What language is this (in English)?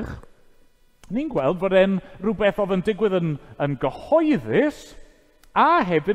Welsh